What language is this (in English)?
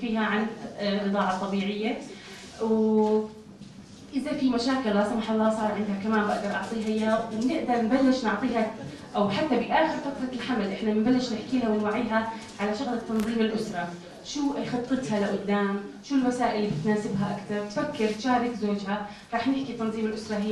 North Levantine Arabic